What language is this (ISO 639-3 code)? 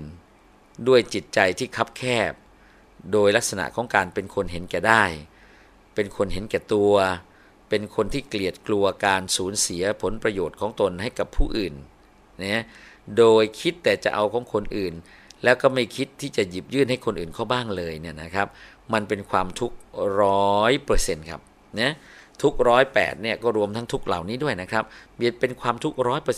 tha